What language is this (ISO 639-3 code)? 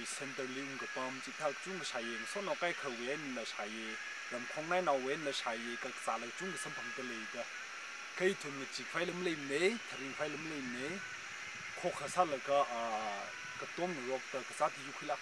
nmf